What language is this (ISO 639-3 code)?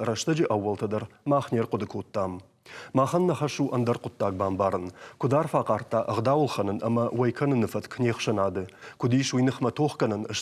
oss